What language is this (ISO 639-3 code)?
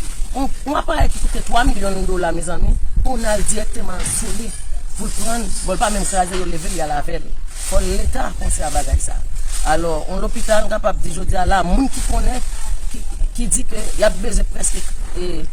hat